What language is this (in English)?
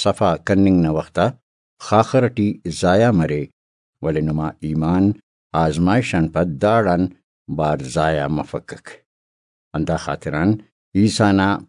Brahui